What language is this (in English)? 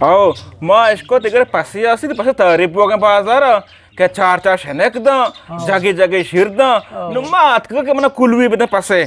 Eastern Balochi